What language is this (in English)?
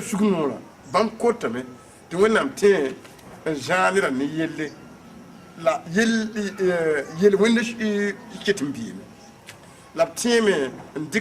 Mossi